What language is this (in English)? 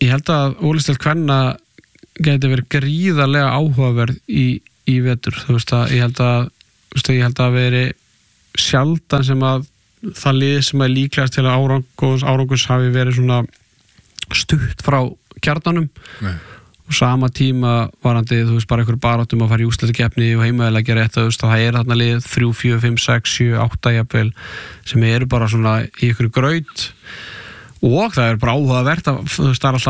Icelandic